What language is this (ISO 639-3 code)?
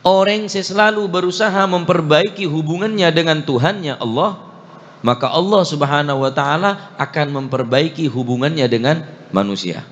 mad